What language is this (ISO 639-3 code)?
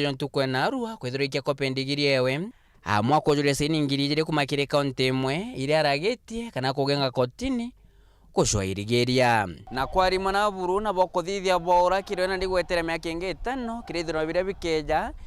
mer